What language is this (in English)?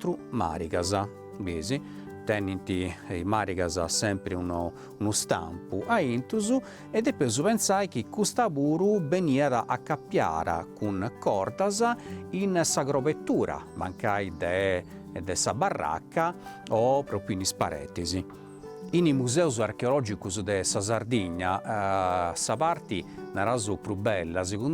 Sardinian